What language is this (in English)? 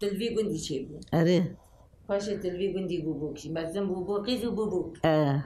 Kurdish